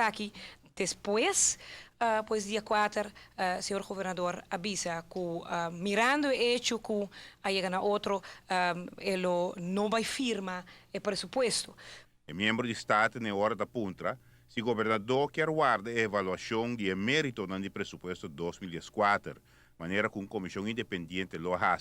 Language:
Papiamento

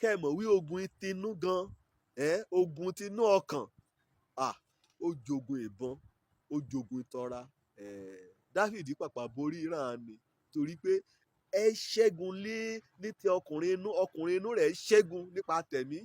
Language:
Yoruba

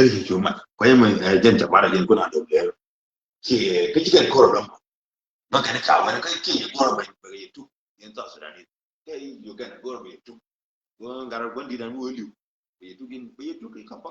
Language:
Nuer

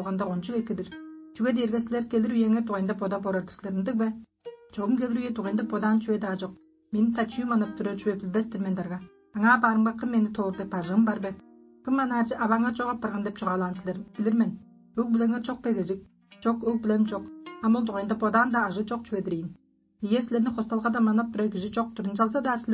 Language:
Tuvinian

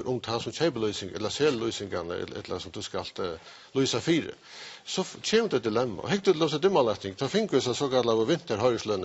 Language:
Faroese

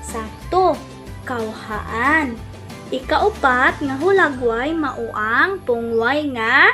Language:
Cebuano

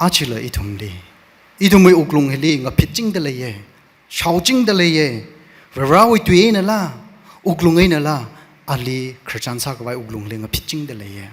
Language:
Tangkhul Naga (India)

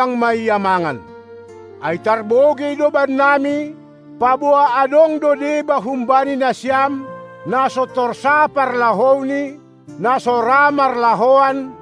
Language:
Batak Simalungun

